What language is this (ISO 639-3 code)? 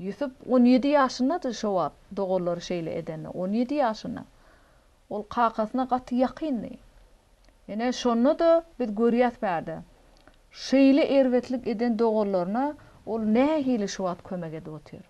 tuk